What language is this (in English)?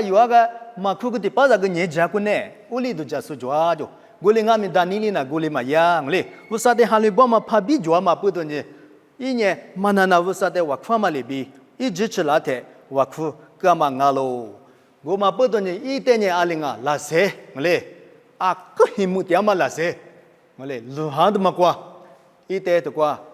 Lisu